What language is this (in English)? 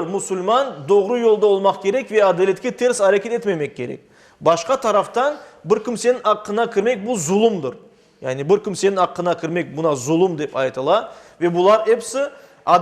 Crimean Tatar